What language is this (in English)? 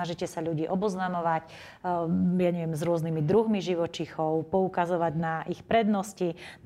Slovak